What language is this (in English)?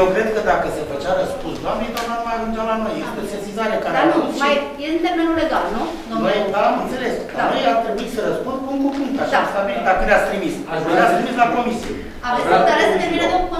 Romanian